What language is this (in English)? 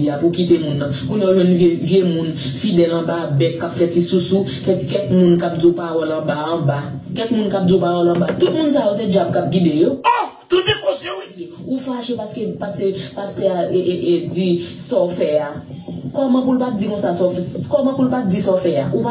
Haitian Creole